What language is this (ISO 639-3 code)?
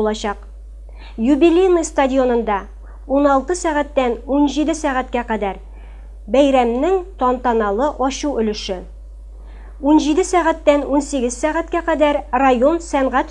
tat